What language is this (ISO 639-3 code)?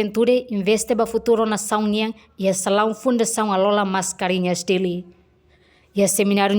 tet